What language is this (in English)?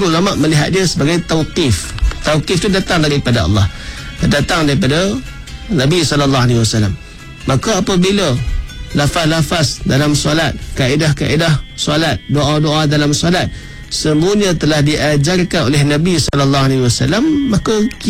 Malay